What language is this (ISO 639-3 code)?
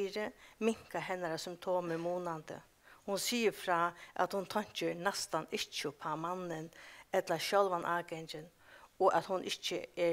fao